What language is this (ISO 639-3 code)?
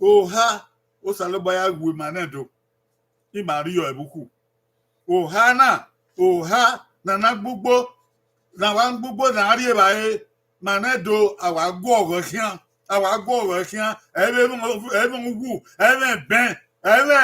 bin